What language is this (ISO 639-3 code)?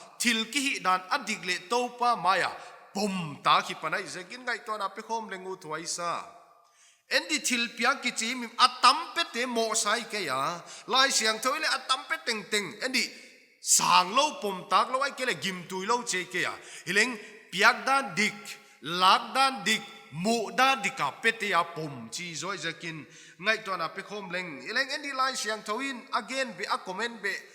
pck